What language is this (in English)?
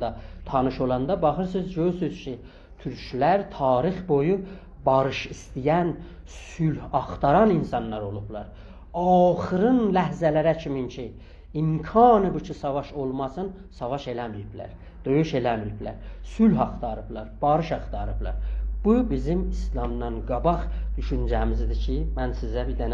South Azerbaijani